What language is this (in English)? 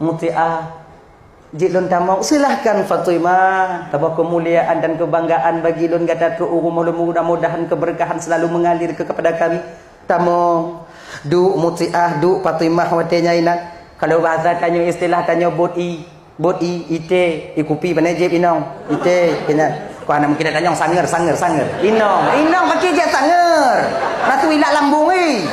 Achinese